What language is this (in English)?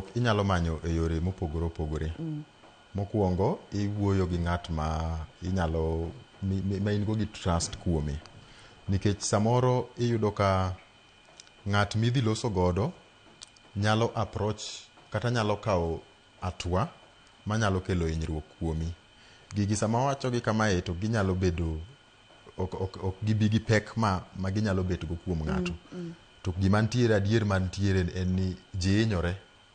Luo (Kenya and Tanzania)